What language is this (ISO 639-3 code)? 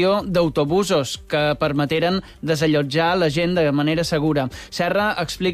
cat